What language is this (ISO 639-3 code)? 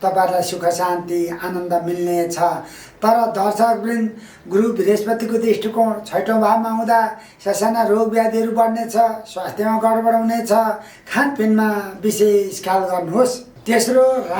nep